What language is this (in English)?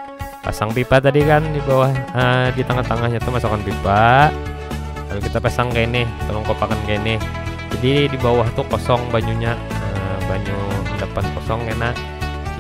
Banjar